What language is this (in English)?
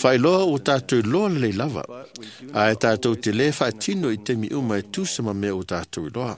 Samoan